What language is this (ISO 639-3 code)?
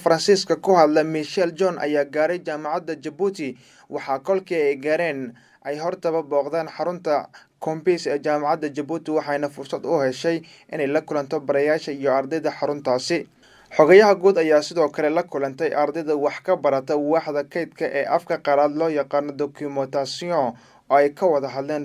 som